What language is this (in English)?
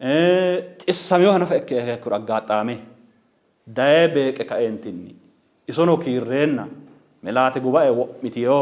Sidamo